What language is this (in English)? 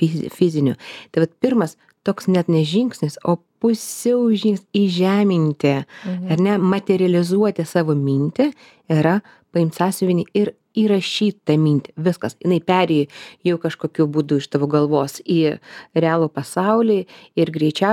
Lithuanian